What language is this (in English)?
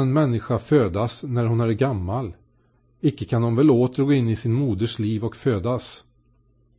Swedish